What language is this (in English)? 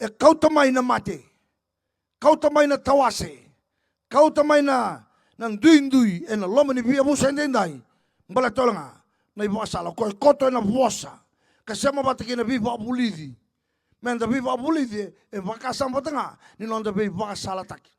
Fijian